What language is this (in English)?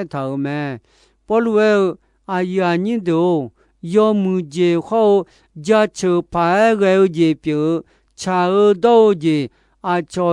Akha